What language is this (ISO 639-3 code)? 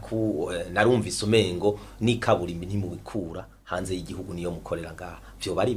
run